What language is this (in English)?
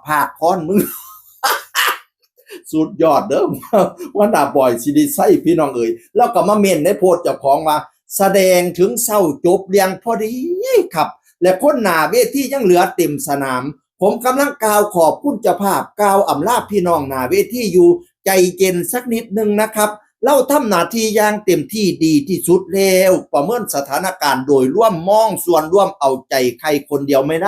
Northeastern Thai